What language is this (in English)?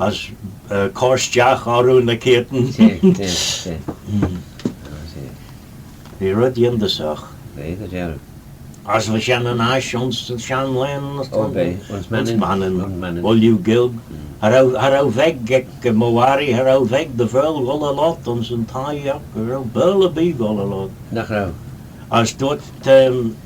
Manx